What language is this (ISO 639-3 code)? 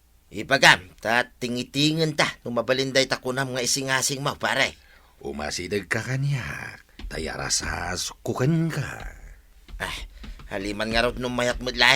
ilo